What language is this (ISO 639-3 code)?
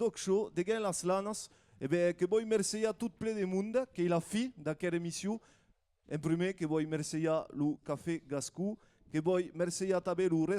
oci